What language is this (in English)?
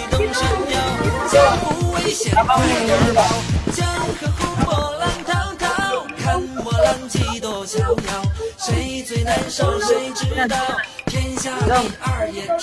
Filipino